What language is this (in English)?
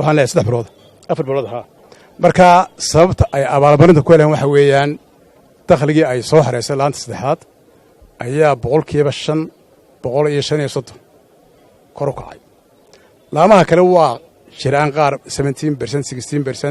Somali